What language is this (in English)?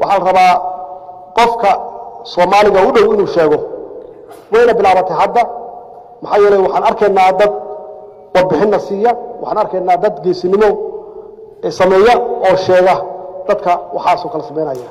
Somali